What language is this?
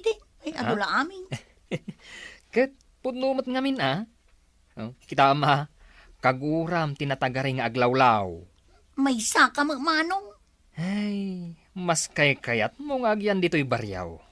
Iloko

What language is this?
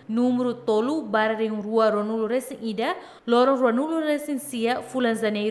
Tetum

